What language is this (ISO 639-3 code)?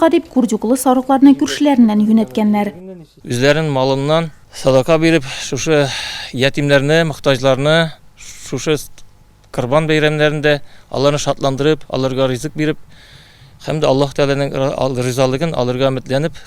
tat